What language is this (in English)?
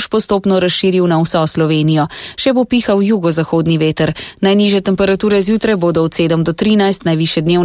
Slovenian